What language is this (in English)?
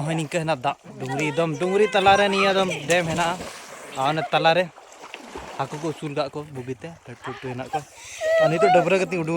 Santali